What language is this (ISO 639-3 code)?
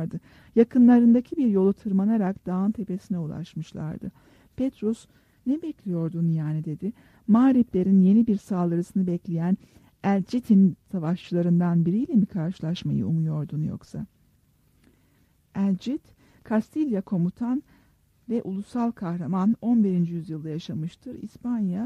tur